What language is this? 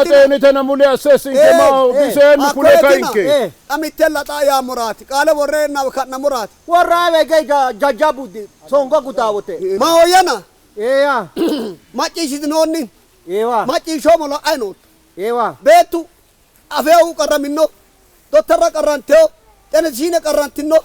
Sidamo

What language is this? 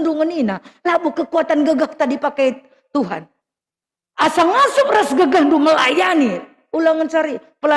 Batak Karo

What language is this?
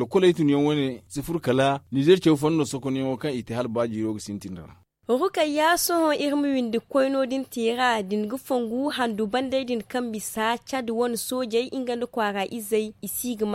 Zarma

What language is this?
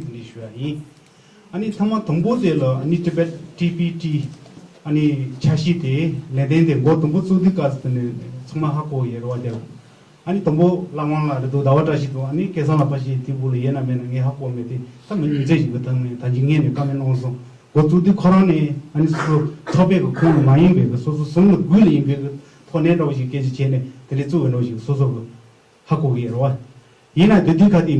Tibetan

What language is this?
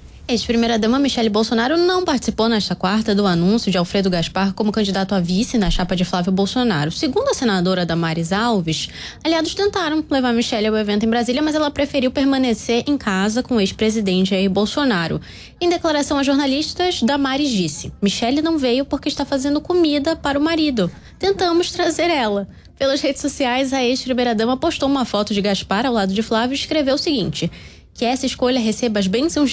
Portuguese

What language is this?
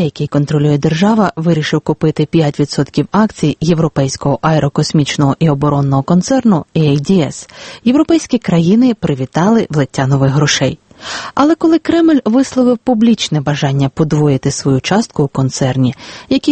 Ukrainian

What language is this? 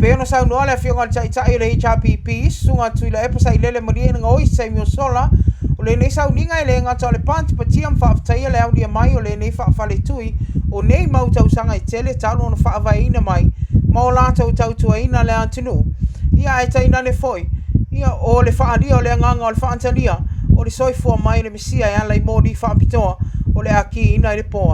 Samoan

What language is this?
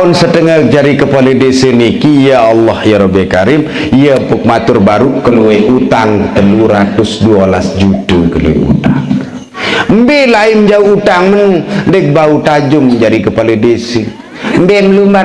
Sasak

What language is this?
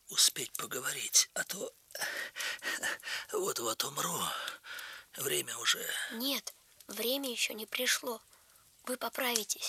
Russian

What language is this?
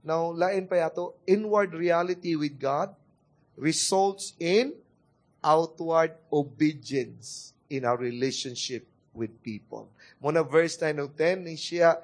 Cebuano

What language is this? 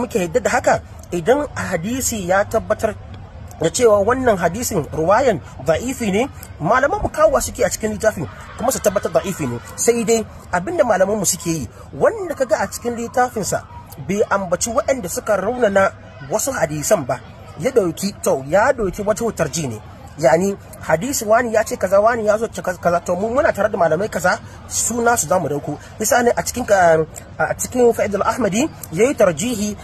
Hausa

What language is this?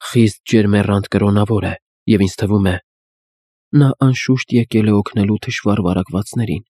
Armenian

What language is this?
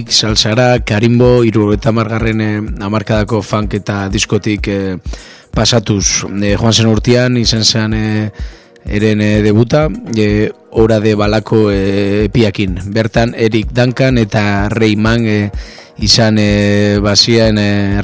Basque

